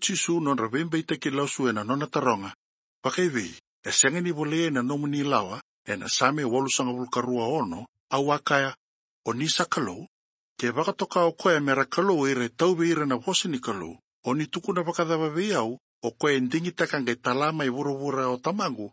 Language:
Fijian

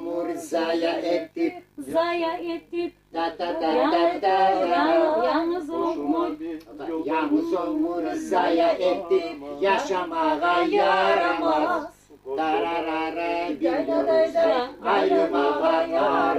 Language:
Kumyk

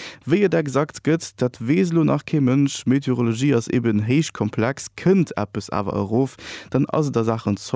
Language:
Luxembourgish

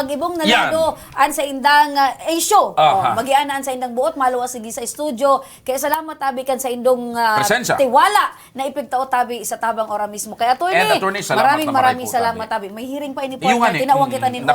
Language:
Bikol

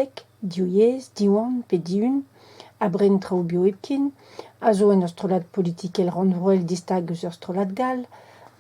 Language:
Breton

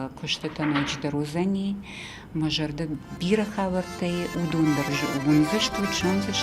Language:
Ossetic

